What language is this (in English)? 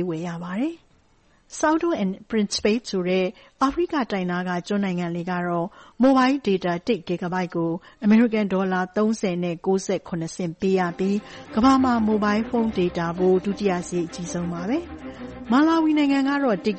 Burmese